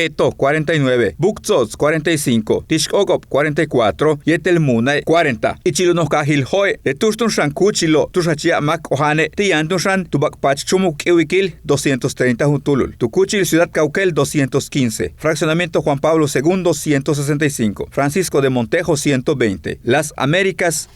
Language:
Yucateco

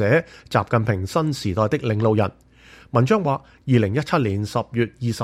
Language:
Cantonese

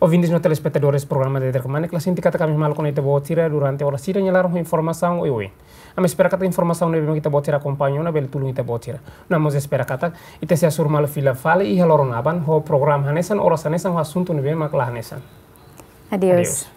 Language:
Tetum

